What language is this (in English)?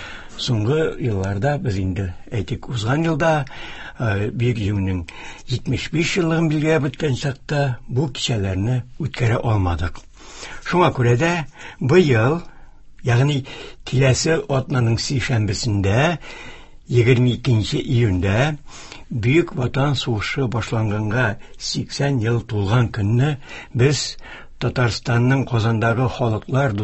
Tatar